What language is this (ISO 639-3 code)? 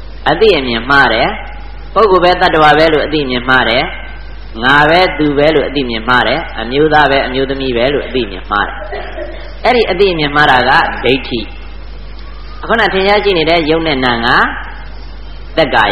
mya